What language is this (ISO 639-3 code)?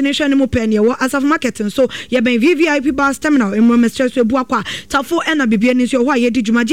aka